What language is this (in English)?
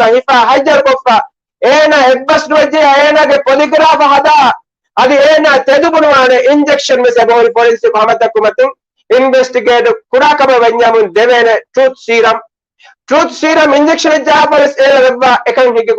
Divehi